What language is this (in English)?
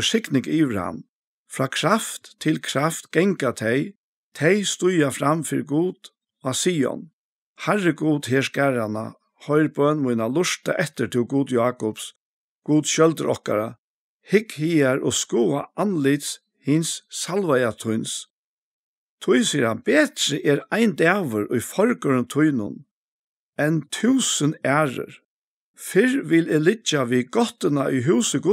Faroese